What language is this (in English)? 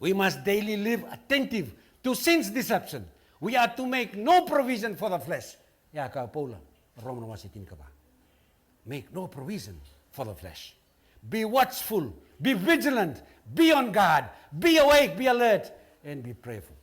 Fijian